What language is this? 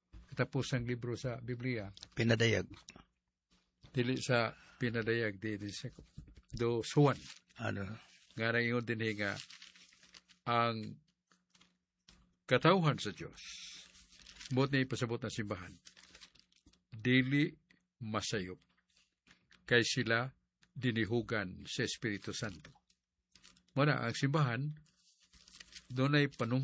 Cebuano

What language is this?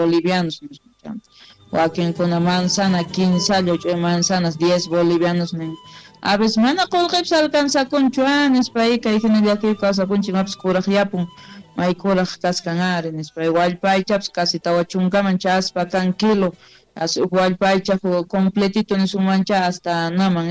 South Bolivian Quechua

